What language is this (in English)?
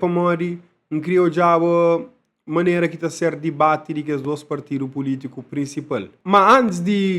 Kabuverdianu